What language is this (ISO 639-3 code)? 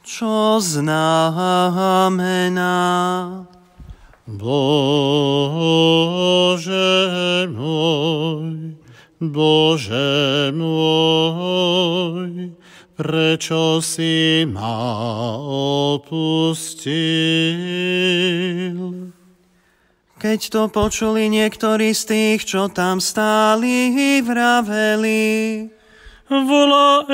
slk